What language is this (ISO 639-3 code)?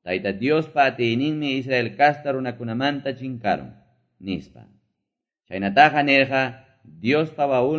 que